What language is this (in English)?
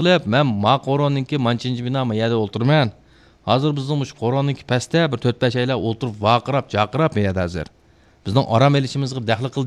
Uyghur